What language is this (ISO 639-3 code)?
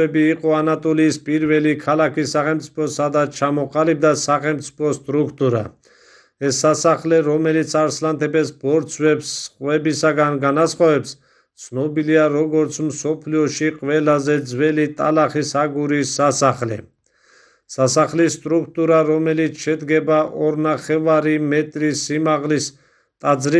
kat